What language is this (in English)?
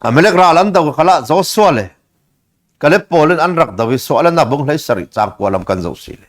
Falam Chin